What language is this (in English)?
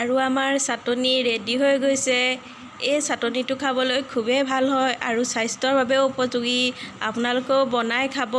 Assamese